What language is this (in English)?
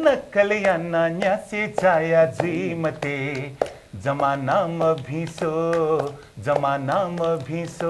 Newari